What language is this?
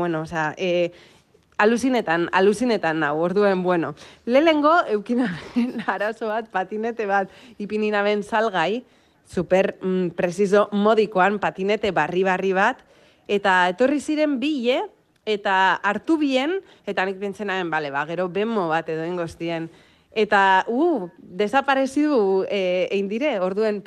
Basque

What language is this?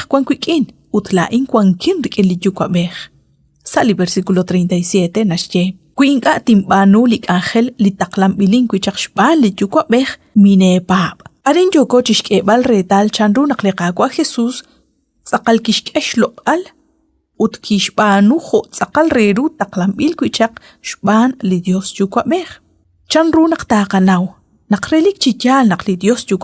Kekchí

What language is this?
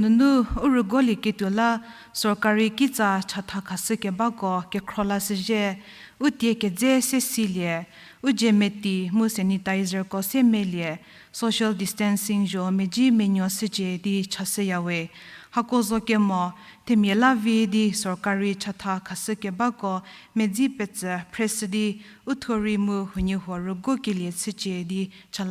Angami Naga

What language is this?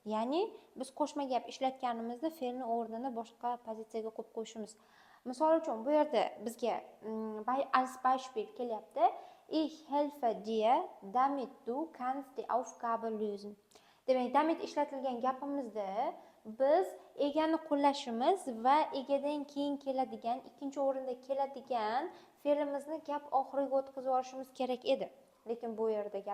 Uzbek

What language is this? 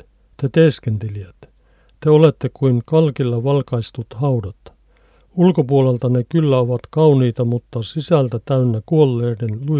Finnish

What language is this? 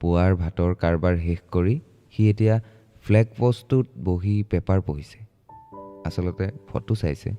Assamese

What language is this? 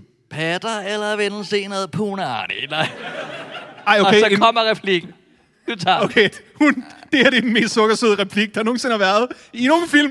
Danish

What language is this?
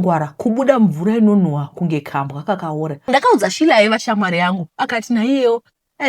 Shona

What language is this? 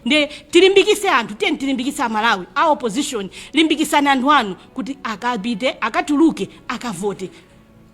Nyanja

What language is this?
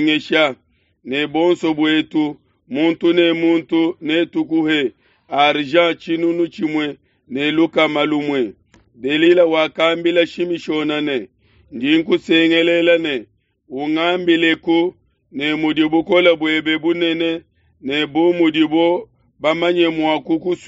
Luba-Lulua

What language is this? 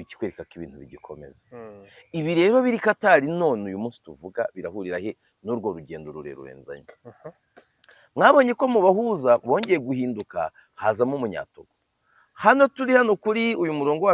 Kinyarwanda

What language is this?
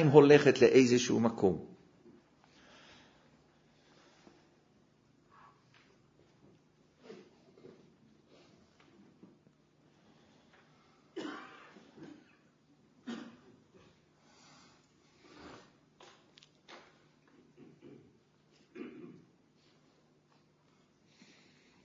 Hebrew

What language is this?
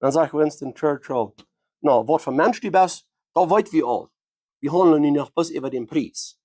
Plautdietsch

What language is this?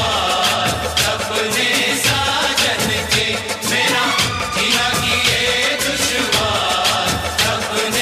Hindi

